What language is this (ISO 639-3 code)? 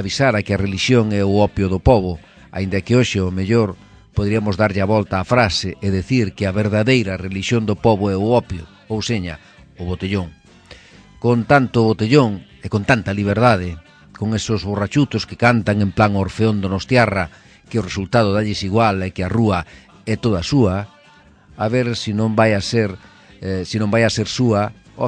glg